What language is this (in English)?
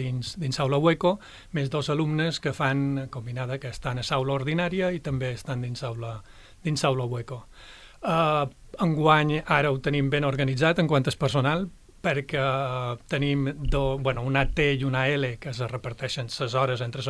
Catalan